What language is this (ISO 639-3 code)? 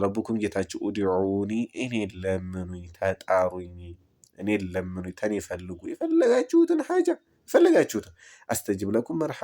amh